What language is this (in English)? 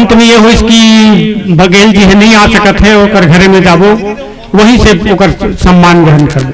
Chhattisgarhi